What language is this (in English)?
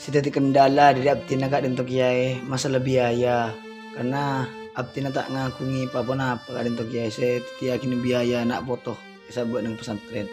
Madurese